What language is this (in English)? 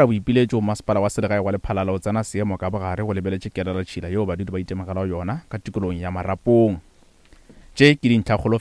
Northern Sotho